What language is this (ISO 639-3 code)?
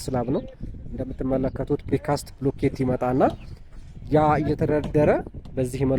amh